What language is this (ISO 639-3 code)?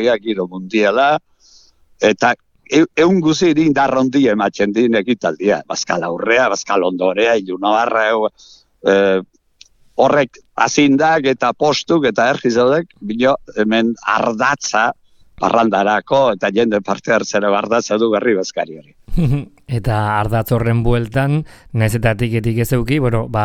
eus